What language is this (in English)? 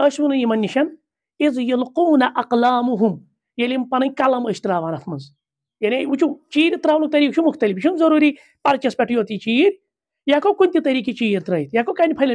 Kashmiri